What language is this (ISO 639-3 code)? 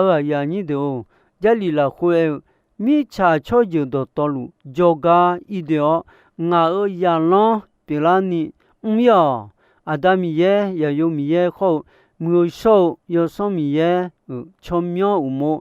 ahk